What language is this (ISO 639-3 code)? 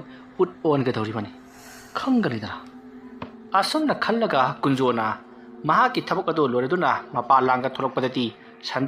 mni